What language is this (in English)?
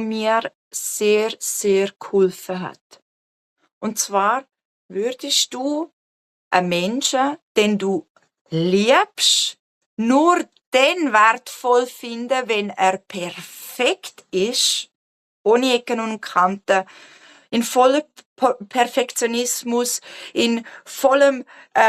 Swiss German